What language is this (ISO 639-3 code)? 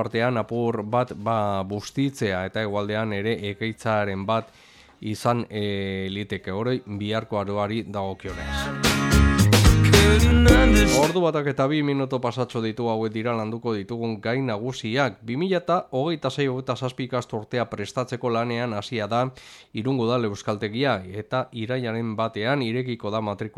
eus